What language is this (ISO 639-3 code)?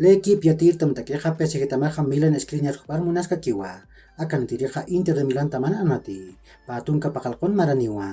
aym